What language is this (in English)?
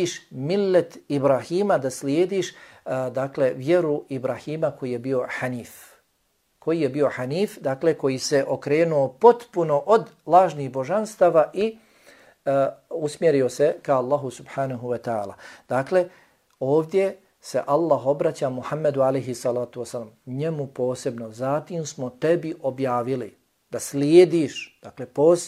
Bosnian